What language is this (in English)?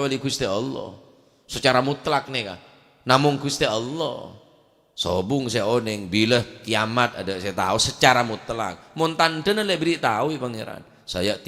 Madurese